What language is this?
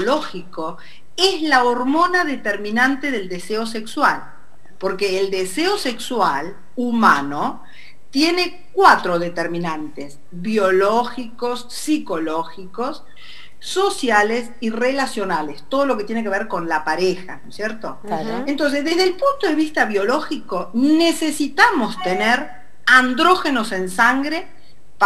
Spanish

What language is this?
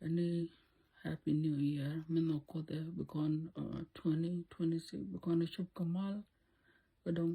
Nuer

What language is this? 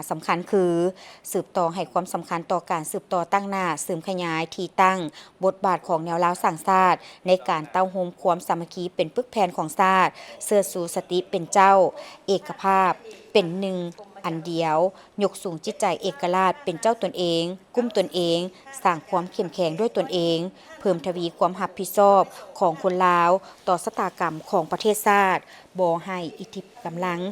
Lao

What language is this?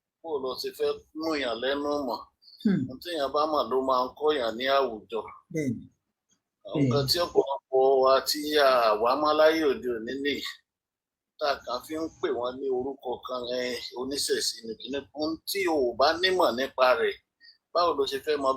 Yoruba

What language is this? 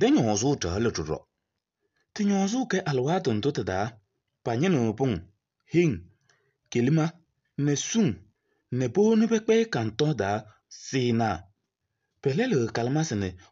Kabiyè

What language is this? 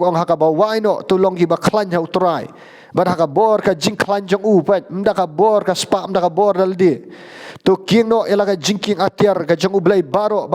Khasi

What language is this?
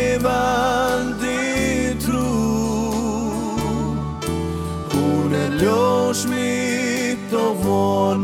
Icelandic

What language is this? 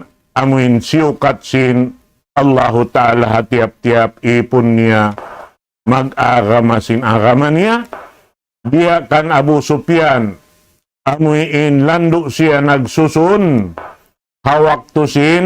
Tausug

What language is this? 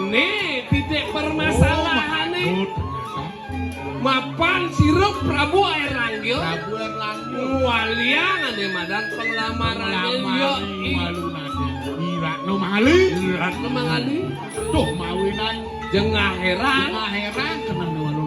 Balinese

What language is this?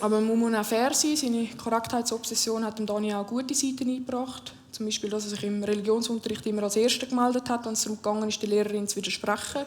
Swiss German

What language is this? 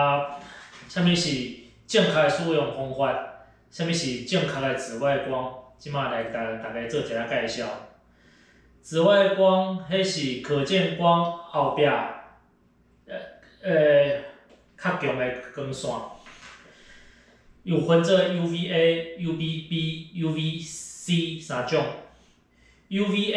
Min Nan Chinese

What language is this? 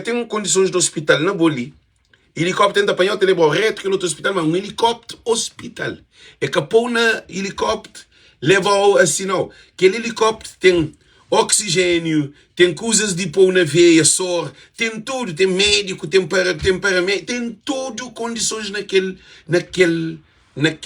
Kabuverdianu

